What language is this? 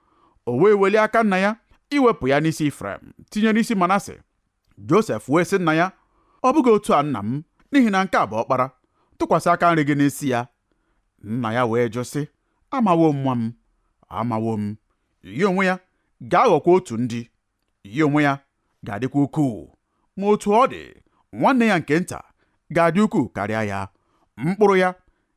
Igbo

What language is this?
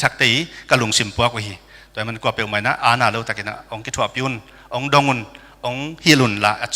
Tedim Chin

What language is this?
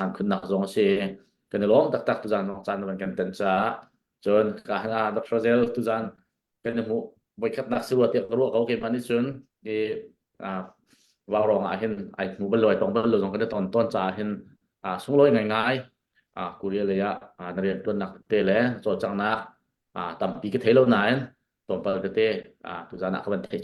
Hakha Chin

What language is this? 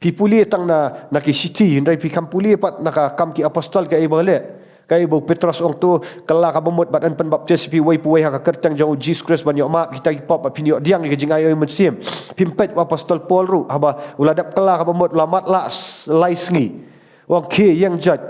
Khasi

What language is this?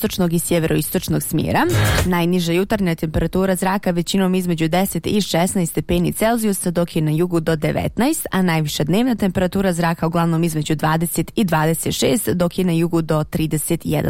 Bosnian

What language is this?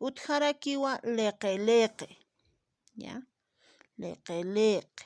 Aymara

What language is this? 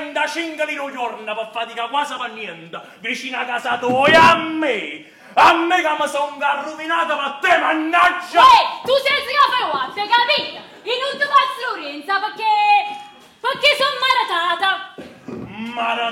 Neapolitan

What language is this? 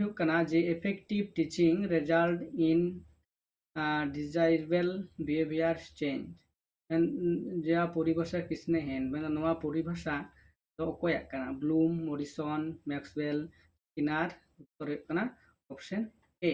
Santali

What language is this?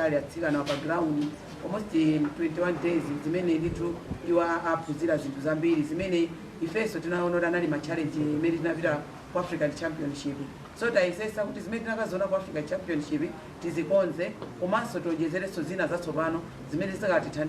Nyanja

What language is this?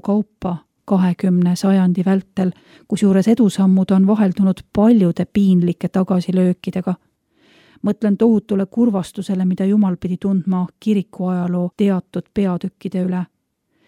Estonian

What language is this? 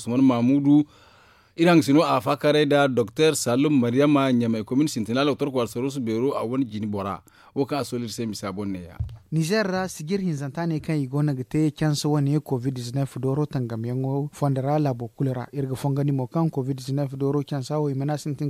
Zarma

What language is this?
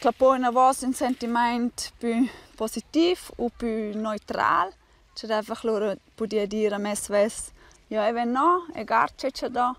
Romansh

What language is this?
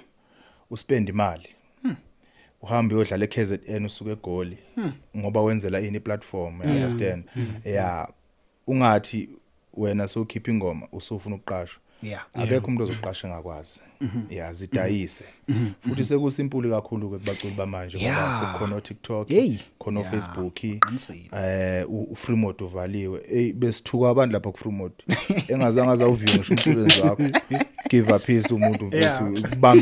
Zulu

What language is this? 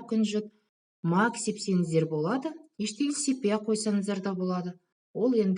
Kazakh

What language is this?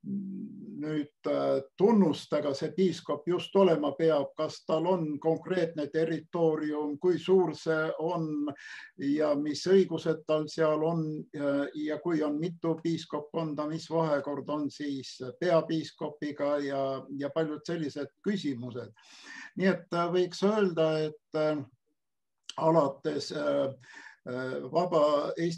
Estonian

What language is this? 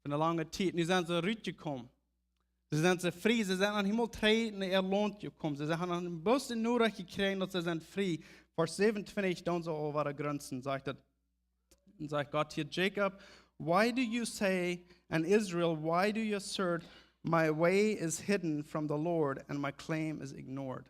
Plautdietsch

